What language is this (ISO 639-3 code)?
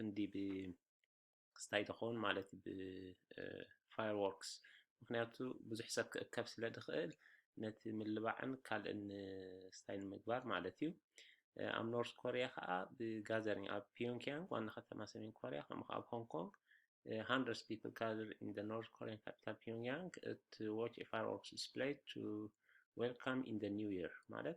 tir